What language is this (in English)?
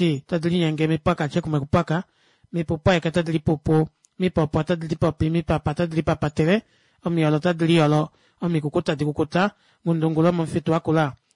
Kuanyama